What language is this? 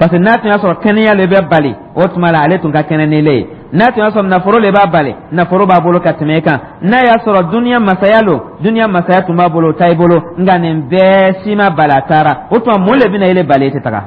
Dyula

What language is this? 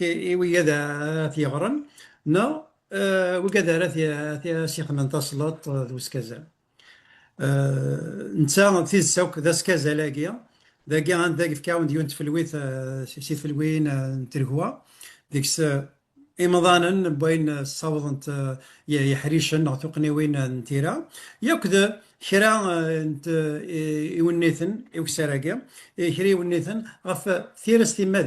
Kabyle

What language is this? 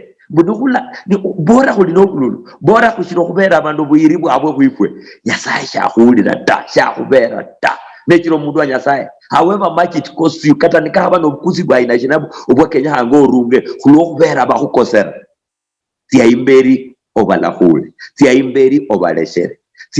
Luyia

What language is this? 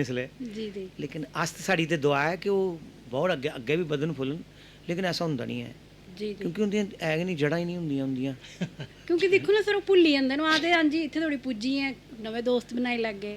Dogri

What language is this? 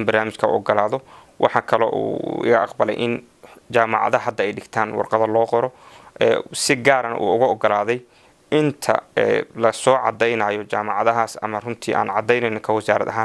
Somali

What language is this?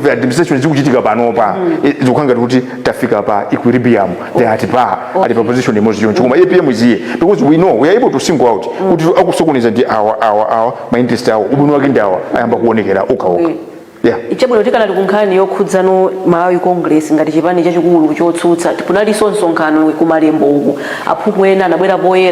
Nyanja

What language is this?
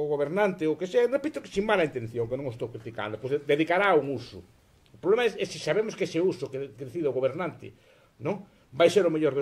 Galician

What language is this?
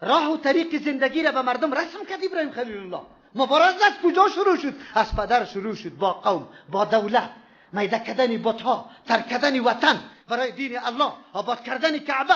Persian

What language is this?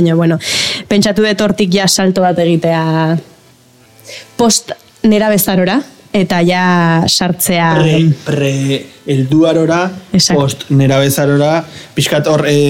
Basque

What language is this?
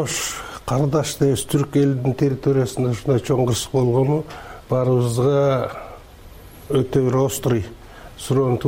Kyrgyz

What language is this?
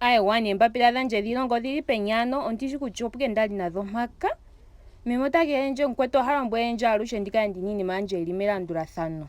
Ndonga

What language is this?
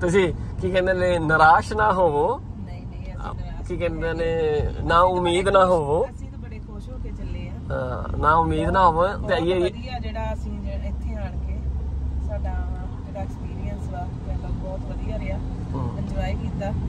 Punjabi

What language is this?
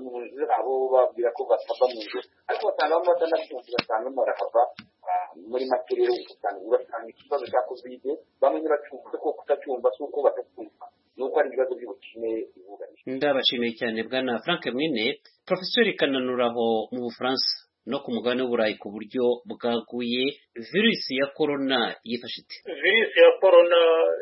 Kinyarwanda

